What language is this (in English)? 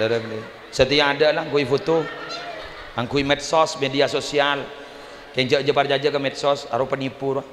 Madurese